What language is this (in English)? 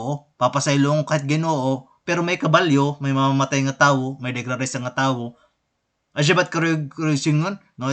Waray